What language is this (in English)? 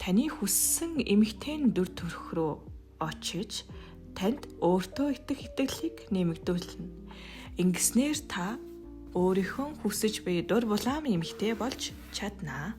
Mongolian